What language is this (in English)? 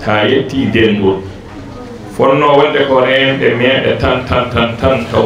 Fula